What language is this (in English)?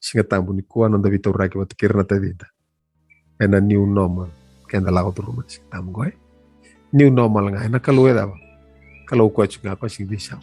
Fijian